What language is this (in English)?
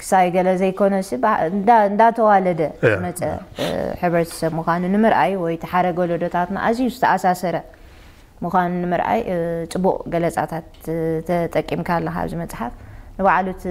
Tigrinya